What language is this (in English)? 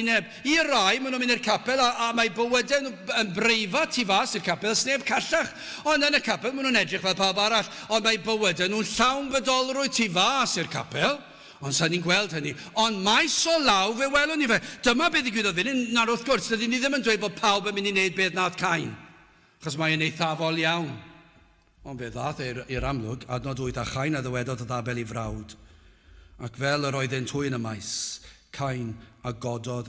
Welsh